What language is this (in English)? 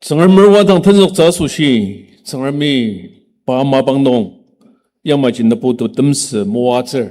Ao Naga